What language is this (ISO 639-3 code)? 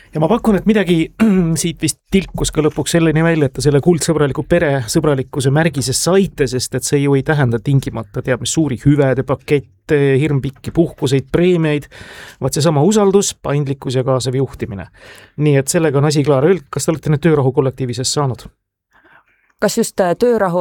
est